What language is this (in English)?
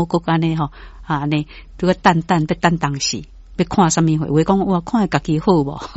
Min Nan Chinese